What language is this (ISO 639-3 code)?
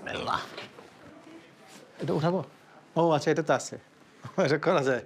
ben